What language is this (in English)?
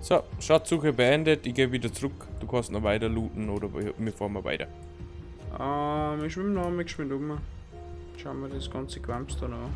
Bavarian